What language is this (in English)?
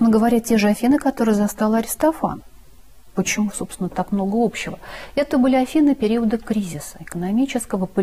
Russian